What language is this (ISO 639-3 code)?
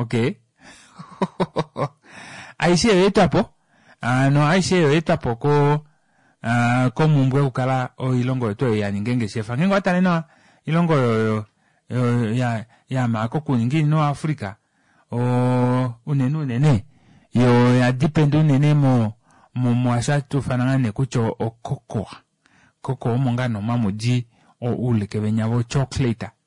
kua